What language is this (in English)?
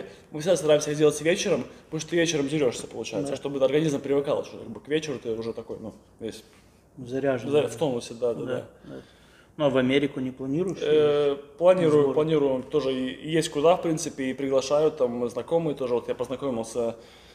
Russian